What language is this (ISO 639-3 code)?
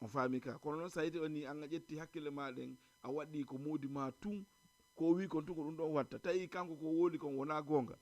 ful